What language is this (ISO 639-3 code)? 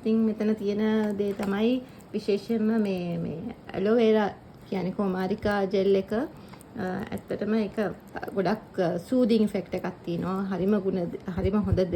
sin